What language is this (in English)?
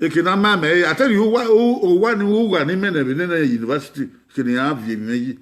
Bini